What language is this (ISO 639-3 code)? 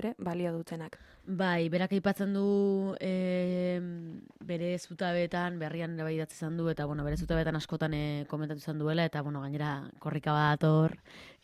eus